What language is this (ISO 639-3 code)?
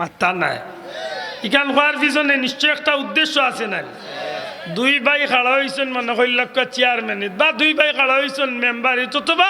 syl